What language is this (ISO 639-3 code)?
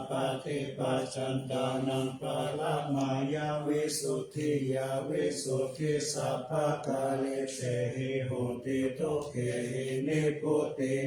pli